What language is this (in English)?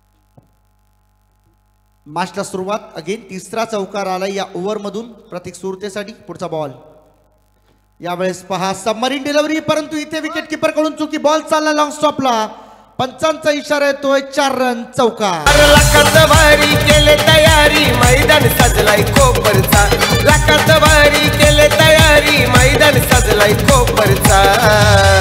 Marathi